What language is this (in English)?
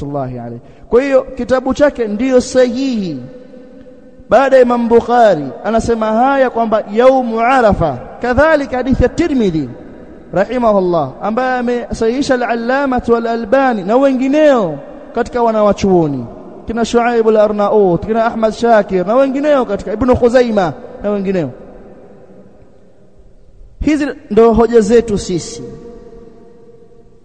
Swahili